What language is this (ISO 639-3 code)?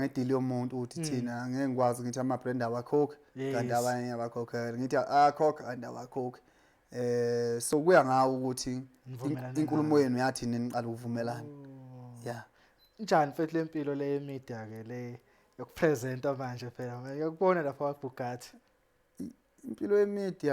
zul